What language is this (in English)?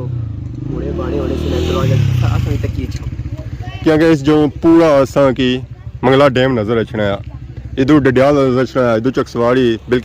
Pahari-Potwari